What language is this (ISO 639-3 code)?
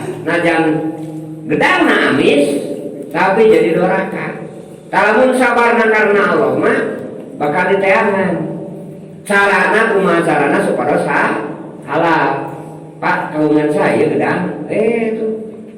sun